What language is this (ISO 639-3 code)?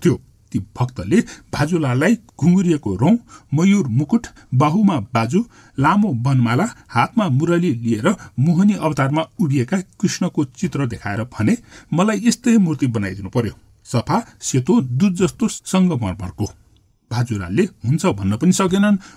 nep